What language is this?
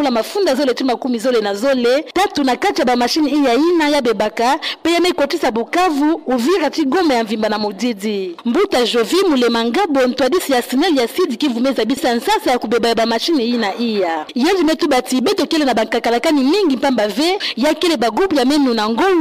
Kituba (Democratic Republic of Congo)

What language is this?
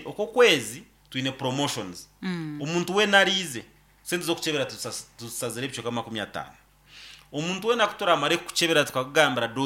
Nyankole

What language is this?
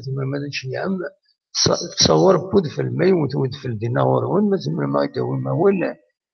Kabyle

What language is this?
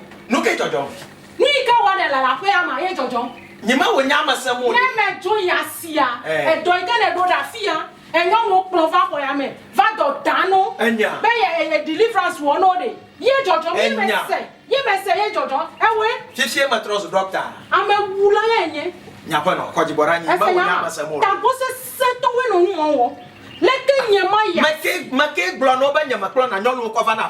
Ewe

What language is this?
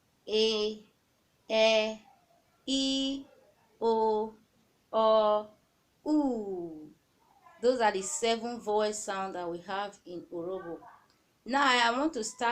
Urhobo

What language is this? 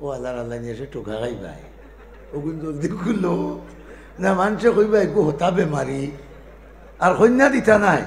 Sylheti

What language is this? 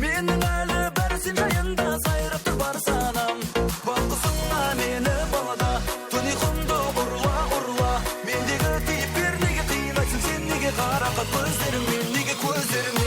Kara-Kalpak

